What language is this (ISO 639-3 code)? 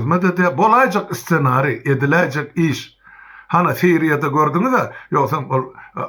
tuk